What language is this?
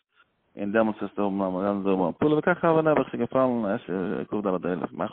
Yiddish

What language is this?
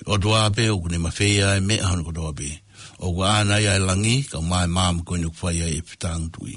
Tongan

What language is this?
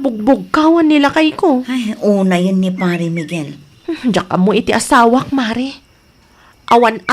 Iloko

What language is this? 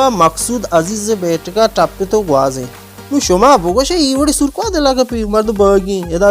Baluchi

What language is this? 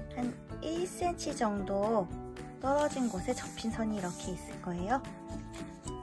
Korean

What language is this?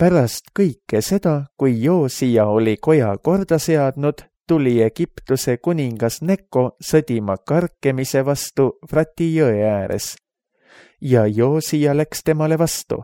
Estonian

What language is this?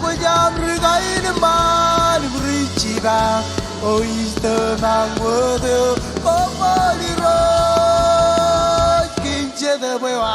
Marshallese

